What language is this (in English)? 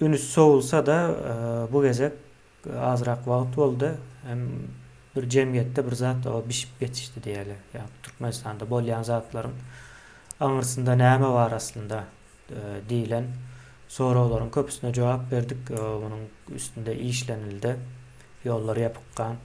Turkmen